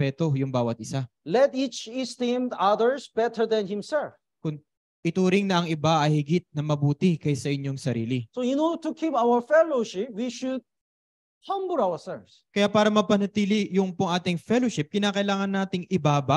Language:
Filipino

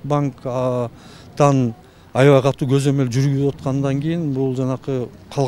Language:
Kyrgyz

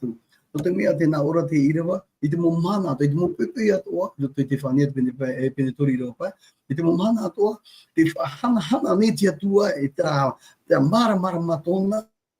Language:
Tahitian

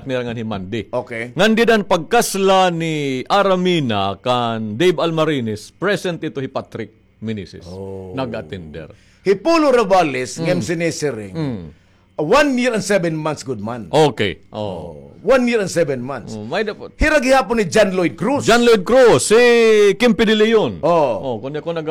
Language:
Waray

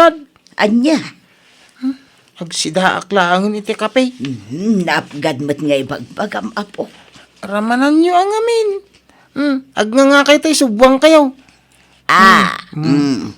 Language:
Iloko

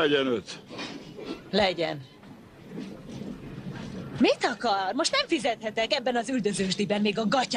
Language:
Hungarian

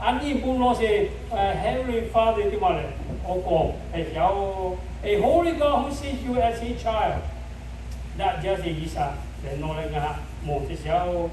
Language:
Lahu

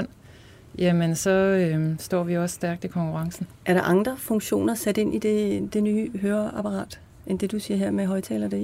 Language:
Danish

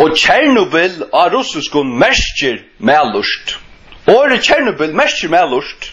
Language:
Faroese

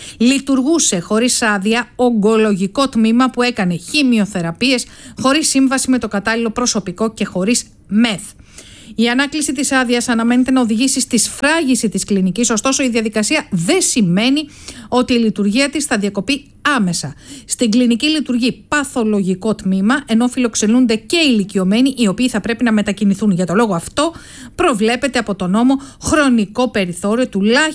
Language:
Greek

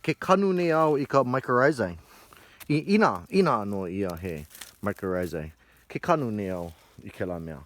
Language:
Hawaiian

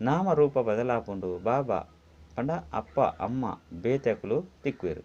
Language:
Tulu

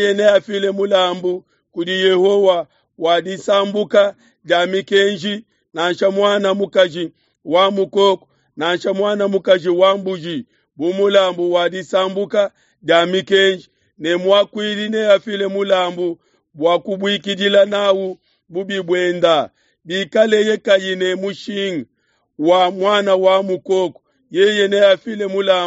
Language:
Luba-Lulua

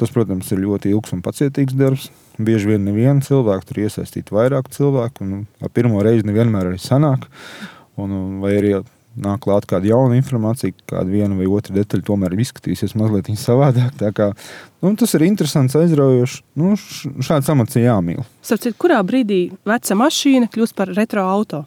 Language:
Latvian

